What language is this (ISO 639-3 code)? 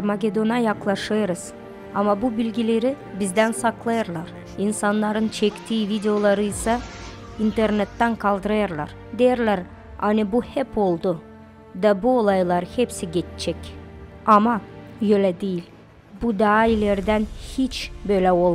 gag